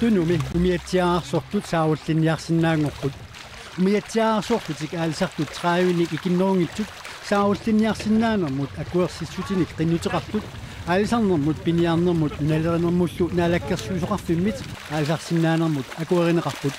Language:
Kalaallisut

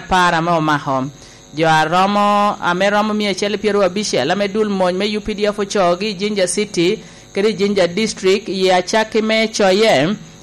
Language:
Lango (Uganda)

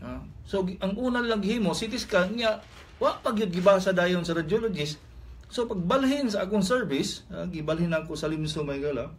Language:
Cebuano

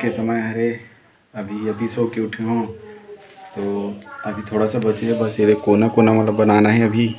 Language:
Chhattisgarhi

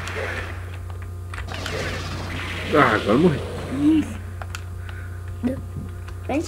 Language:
Portuguese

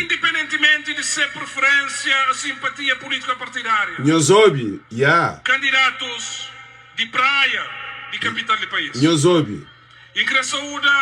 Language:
Kabuverdianu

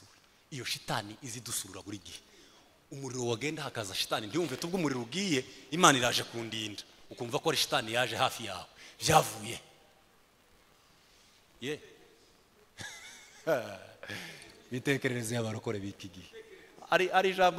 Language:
Kinyarwanda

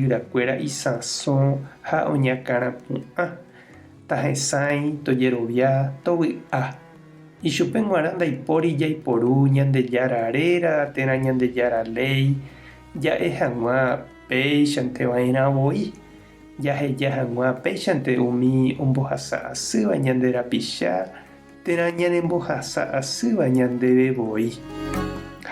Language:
Guarani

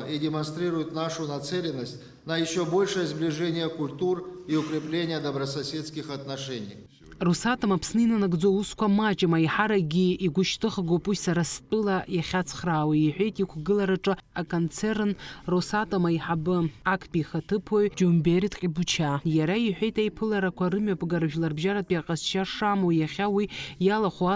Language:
Abkhazian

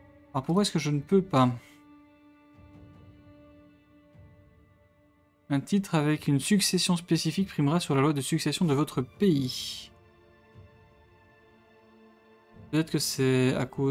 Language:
French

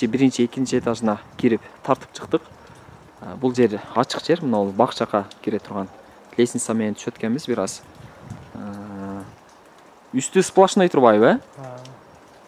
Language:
Kyrgyz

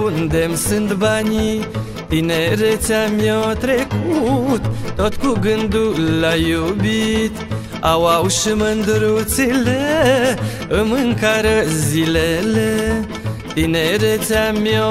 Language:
Romanian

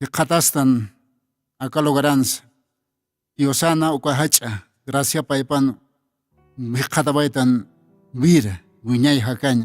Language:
Aymara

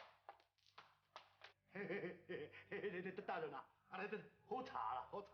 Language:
Min Nan Chinese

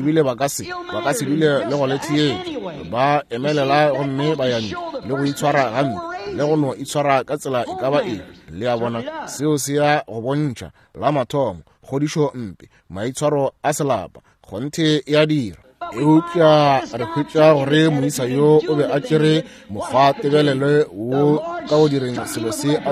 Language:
Northern Sotho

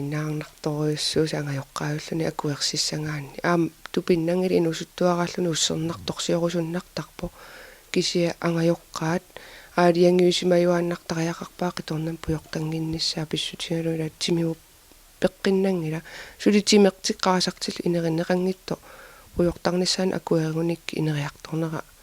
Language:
Kalaallisut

